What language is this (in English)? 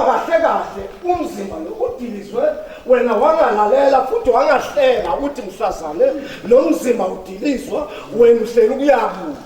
Zulu